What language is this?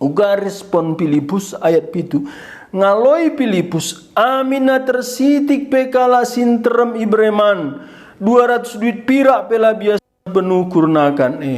Batak Karo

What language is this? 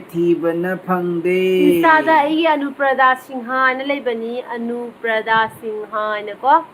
Manipuri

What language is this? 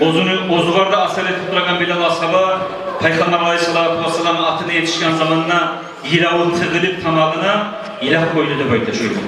Kumyk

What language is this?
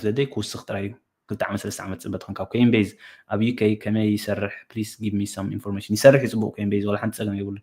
Tigrinya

